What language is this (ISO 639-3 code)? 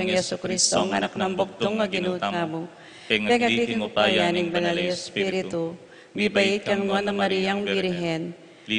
pam